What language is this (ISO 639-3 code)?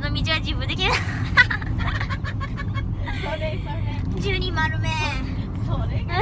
jpn